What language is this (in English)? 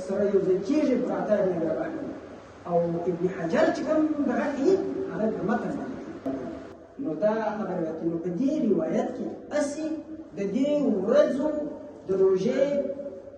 Pashto